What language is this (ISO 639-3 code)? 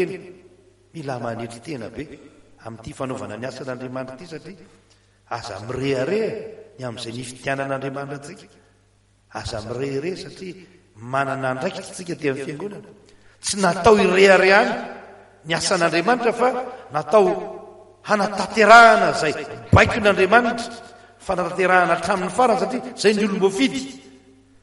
mlg